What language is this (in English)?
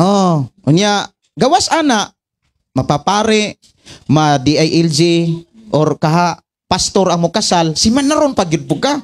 Cebuano